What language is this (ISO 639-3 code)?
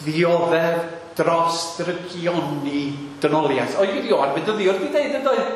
cym